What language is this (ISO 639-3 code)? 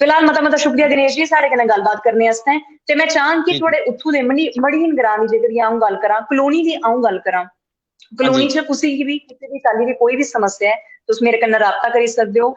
doi